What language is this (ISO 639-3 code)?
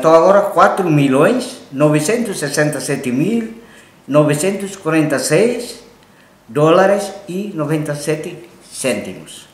tet